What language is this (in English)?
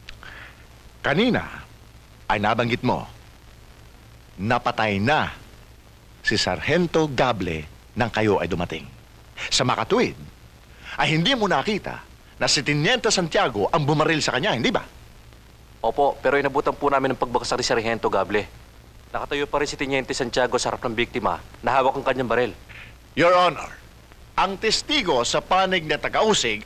Filipino